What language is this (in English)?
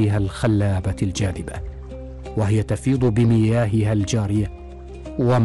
Arabic